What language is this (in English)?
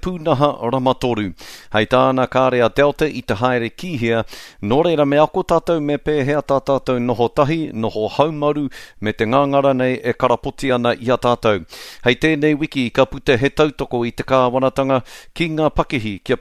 Māori